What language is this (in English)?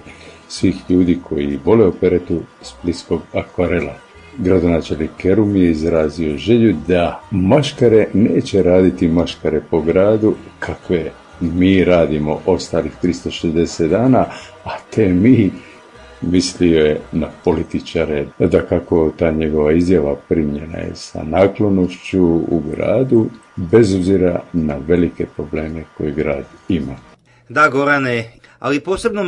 Croatian